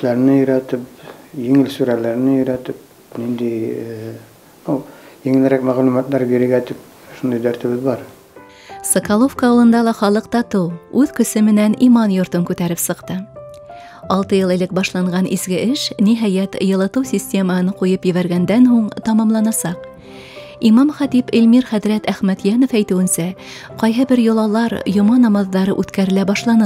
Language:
Bashkir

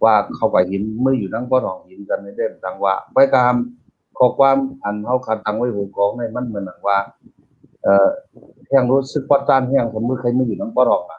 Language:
Shan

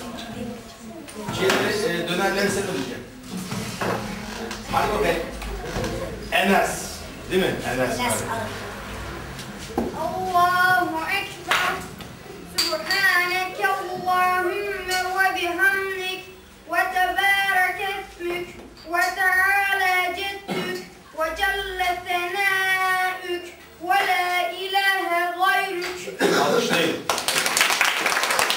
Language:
Turkish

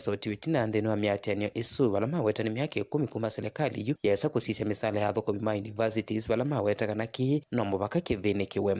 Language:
Kamba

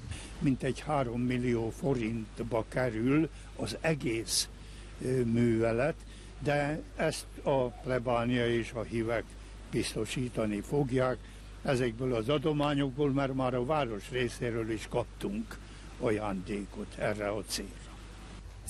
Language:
Hungarian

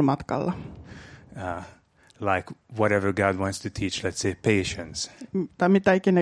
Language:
Finnish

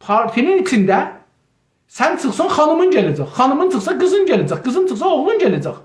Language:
South Azerbaijani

